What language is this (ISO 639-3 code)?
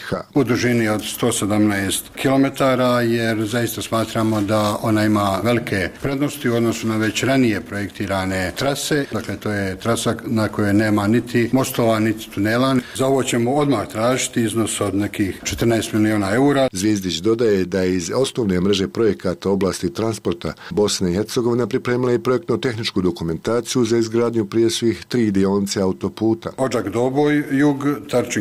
bos